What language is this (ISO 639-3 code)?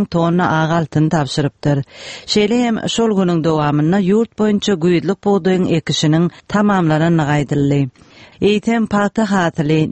tuk